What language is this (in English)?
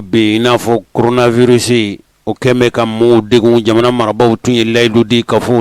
Bambara